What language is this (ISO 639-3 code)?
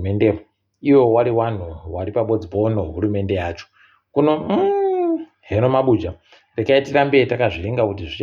ndc